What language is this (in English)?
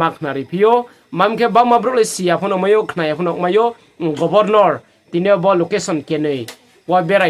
Riang (India)